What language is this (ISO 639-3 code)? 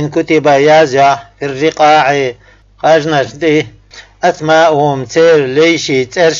che